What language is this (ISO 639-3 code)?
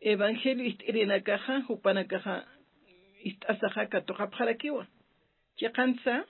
aym